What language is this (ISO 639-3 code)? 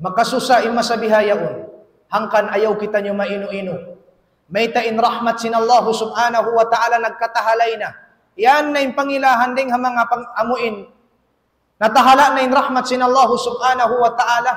tsg